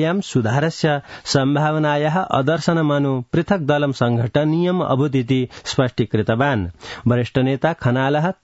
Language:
Sanskrit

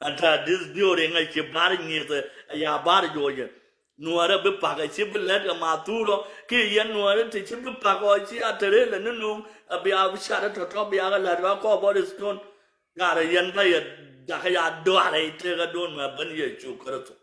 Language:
Nuer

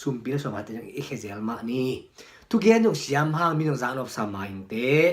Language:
Tedim Chin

